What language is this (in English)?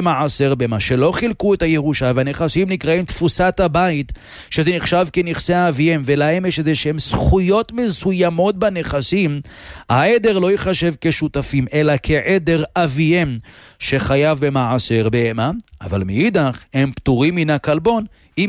Hebrew